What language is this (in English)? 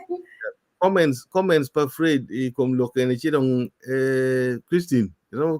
Acoli